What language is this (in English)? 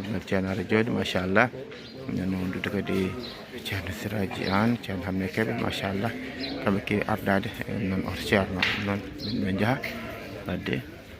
Fula